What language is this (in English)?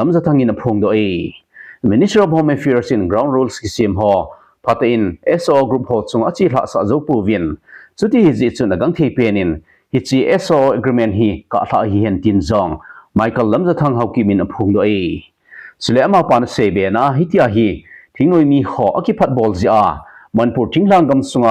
Thado Chin